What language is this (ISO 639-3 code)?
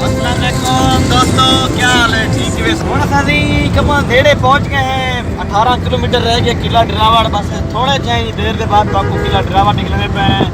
skr